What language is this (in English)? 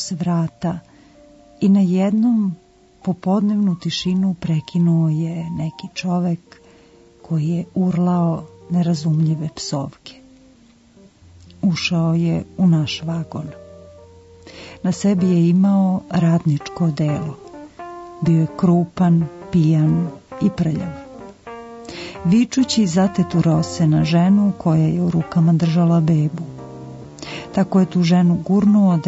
Serbian